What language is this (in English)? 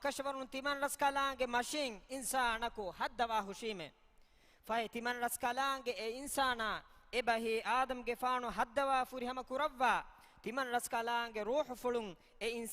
Divehi